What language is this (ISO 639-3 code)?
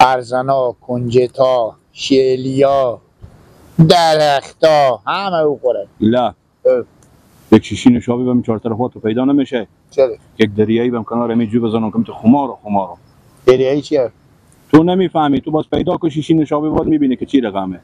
fas